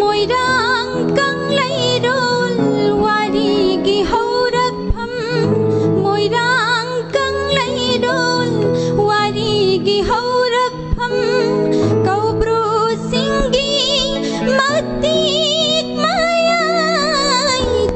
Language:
Manipuri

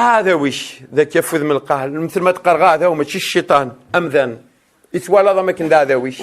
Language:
Kabyle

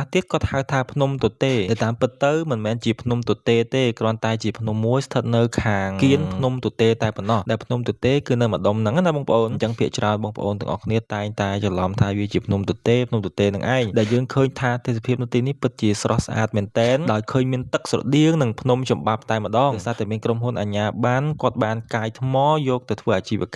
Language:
Khmer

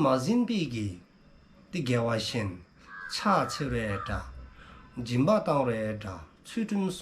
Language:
Dzongkha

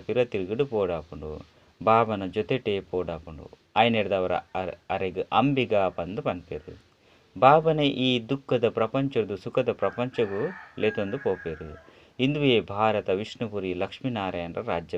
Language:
Tulu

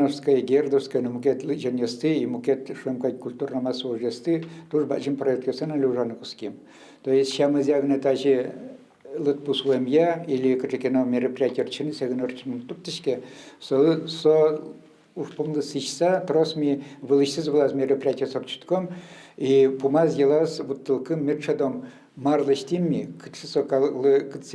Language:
Udmurt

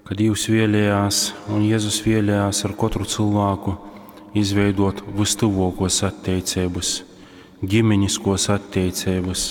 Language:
Latgalian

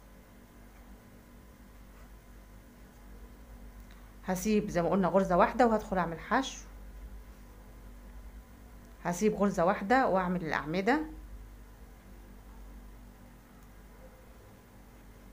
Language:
Egyptian Arabic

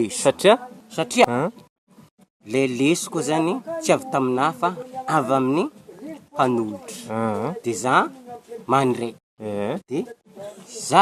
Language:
Malagasy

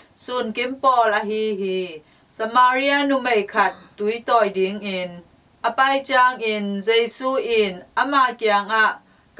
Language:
Tedim Chin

